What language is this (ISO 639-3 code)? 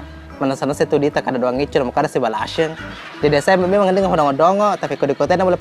bug